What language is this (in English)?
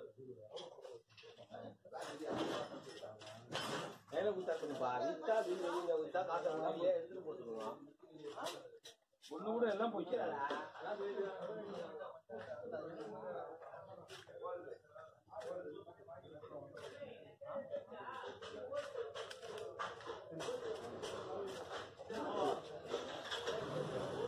Tamil